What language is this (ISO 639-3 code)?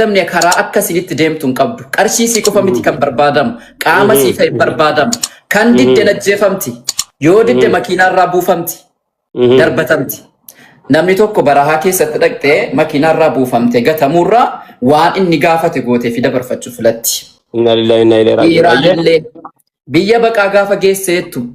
orm